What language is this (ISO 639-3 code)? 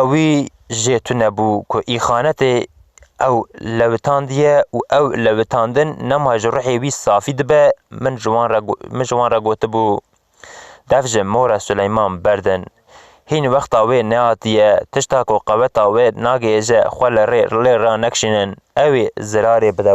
kur